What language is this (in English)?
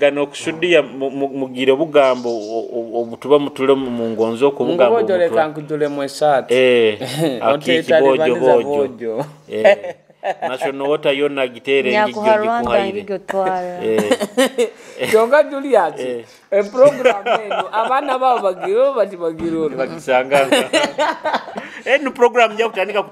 Nyoro